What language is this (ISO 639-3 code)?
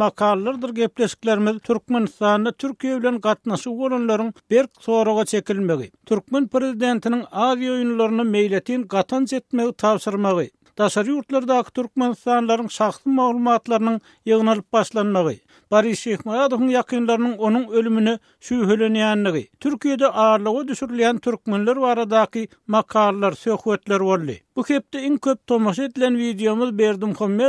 tuk